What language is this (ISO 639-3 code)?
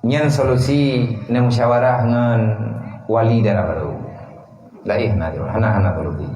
ace